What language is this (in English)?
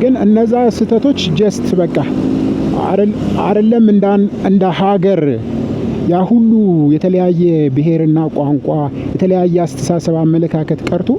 Amharic